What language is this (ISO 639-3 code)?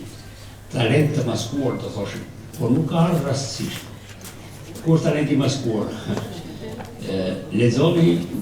sqi